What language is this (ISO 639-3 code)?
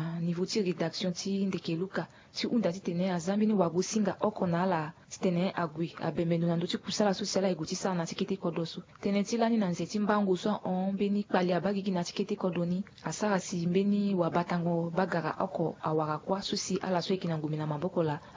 sag